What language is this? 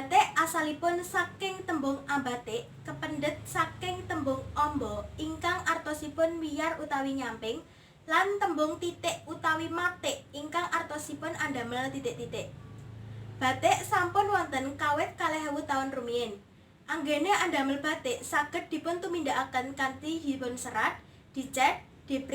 Javanese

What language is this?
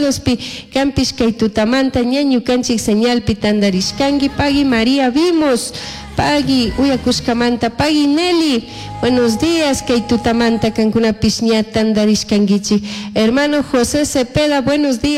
Chimborazo Highland Quichua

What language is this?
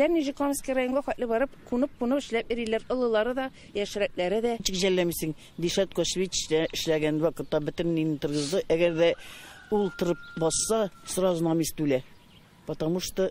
Tatar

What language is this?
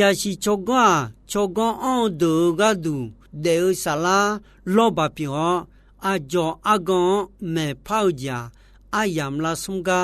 Akha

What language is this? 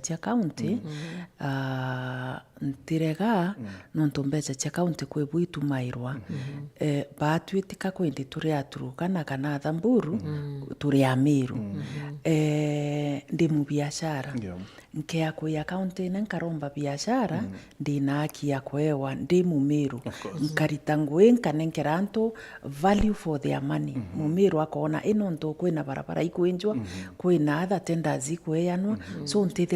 Meru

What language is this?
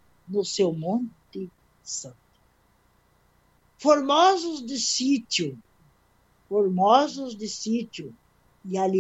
Portuguese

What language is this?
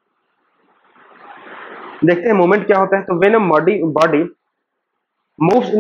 Hindi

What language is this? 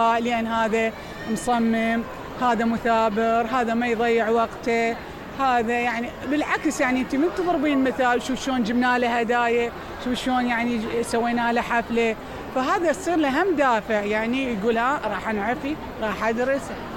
Mesopotamian Arabic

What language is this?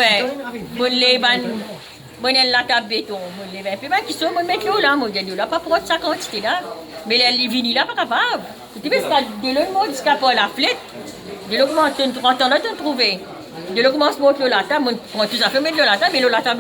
Morisyen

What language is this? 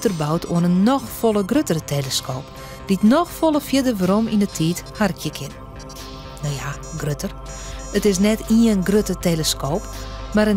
Western Frisian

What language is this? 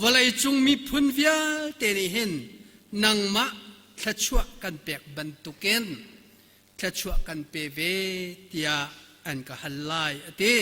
Hakha Chin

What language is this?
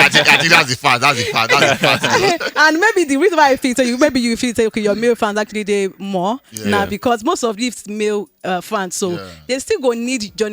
Nigerian Pidgin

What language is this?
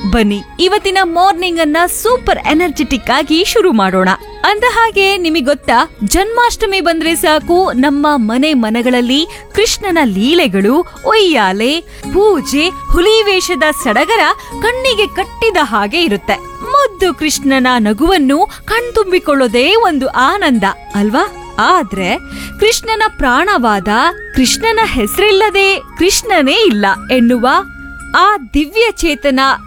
Kannada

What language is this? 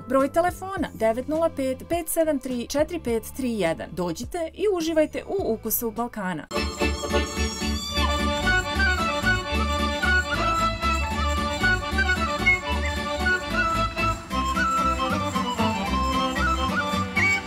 Serbian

